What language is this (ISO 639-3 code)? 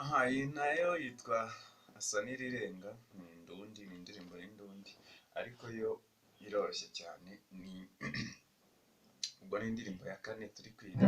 kin